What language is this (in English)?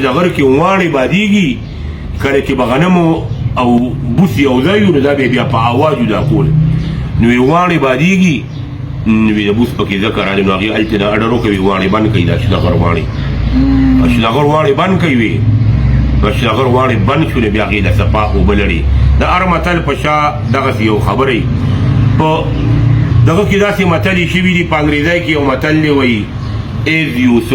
Pashto